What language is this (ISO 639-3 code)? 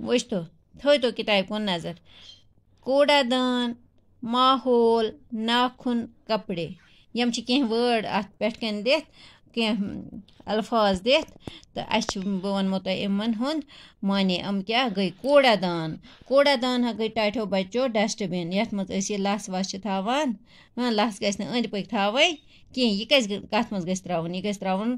kas